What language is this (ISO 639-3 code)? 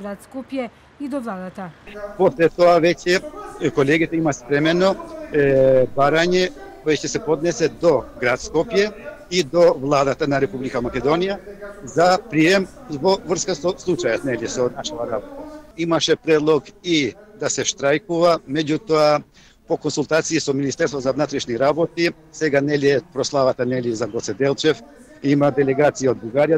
mkd